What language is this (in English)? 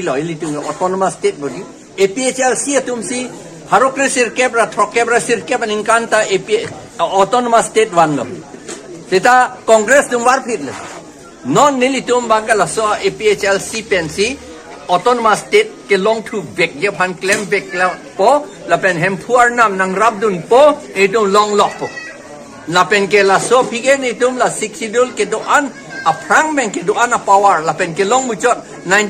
Karbi